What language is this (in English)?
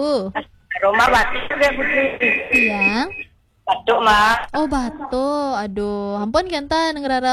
Balinese